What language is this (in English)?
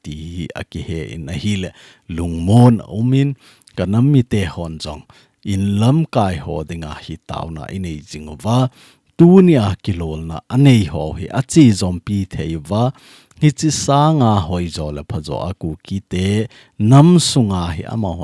Thado Chin